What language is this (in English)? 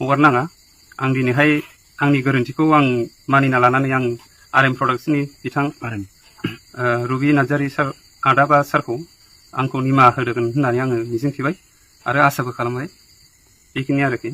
Bodo